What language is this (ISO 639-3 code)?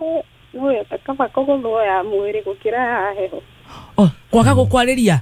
kik